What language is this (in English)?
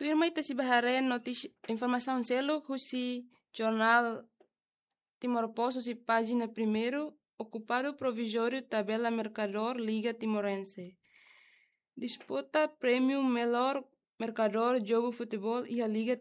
Tetum